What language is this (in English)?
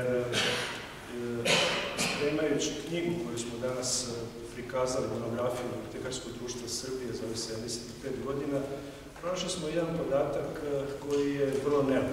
Serbian